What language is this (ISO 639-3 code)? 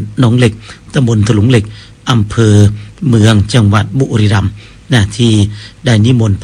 tha